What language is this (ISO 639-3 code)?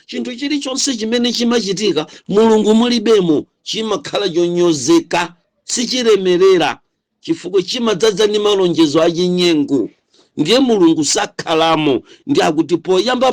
nya